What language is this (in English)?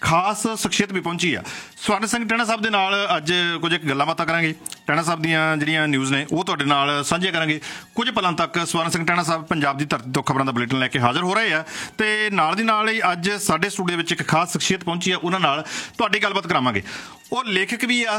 Punjabi